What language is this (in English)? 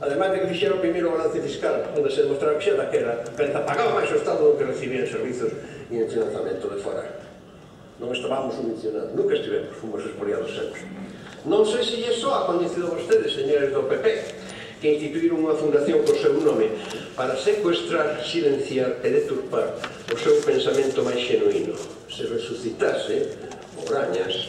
Galician